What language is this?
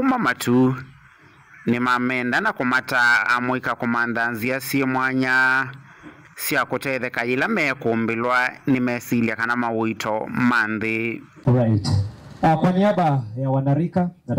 Kamba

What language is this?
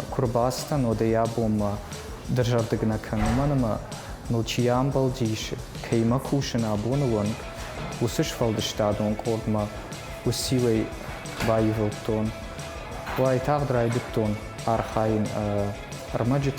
Ossetic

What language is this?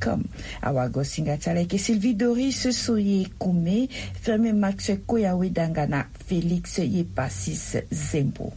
Sango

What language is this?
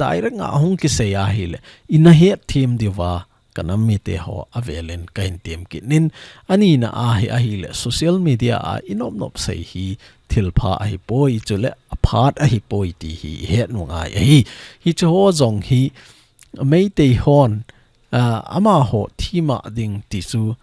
Thado Chin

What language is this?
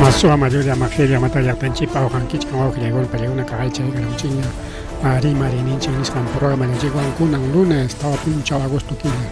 Ayacucho Quechua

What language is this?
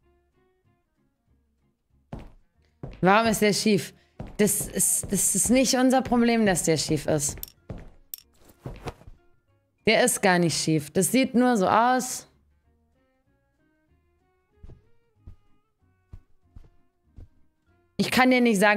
German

